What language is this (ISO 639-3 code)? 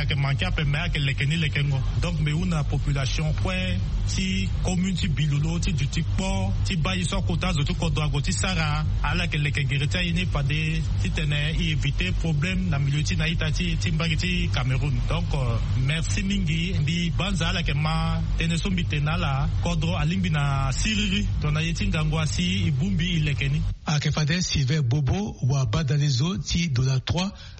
sag